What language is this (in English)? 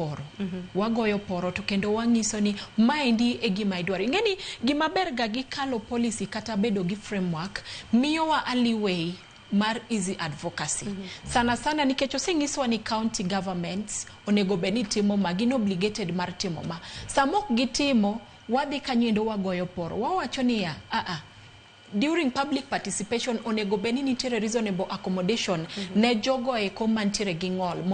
Luo (Kenya and Tanzania)